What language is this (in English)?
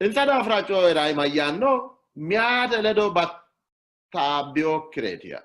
Sidamo